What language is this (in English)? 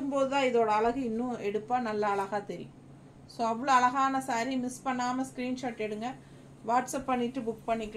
Tamil